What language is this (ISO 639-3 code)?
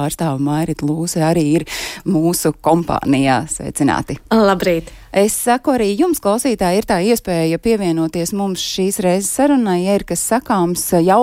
lav